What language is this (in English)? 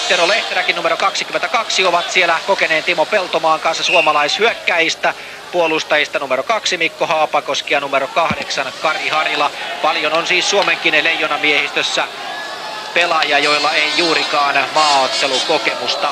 Finnish